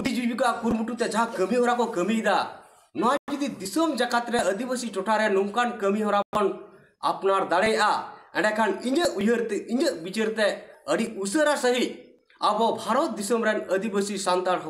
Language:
Santali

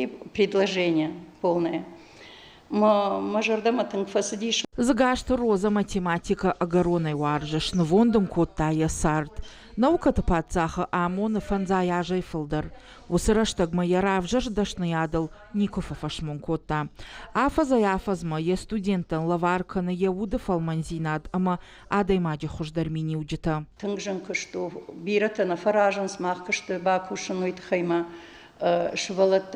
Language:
Ossetic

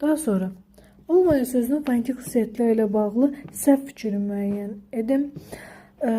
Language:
Azerbaijani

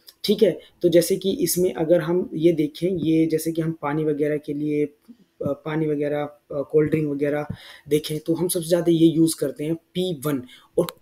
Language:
Hindi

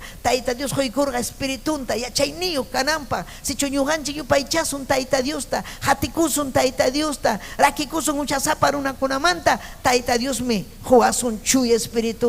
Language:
Ayacucho Quechua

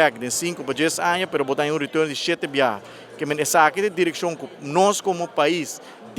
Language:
Papiamento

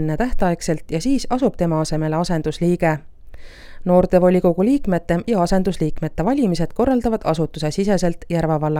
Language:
Estonian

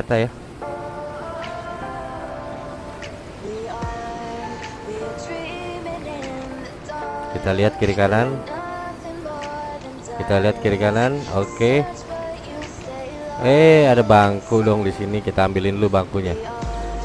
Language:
Indonesian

